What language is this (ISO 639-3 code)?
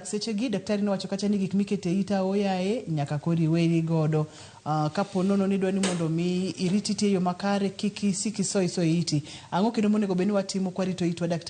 luo